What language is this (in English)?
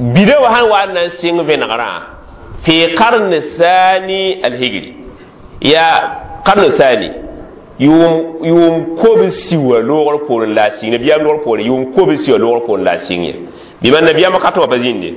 Mossi